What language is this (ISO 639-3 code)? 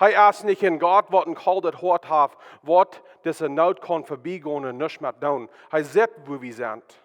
pdt